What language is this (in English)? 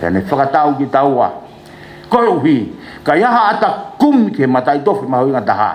Tongan